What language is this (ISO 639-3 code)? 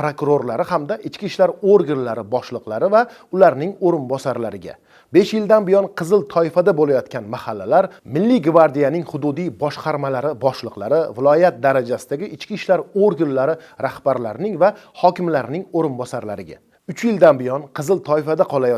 uzb